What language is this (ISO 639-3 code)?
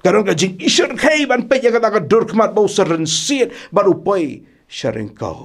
kha